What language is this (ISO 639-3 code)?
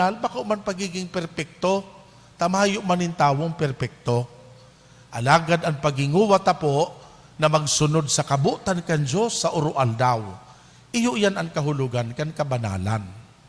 bik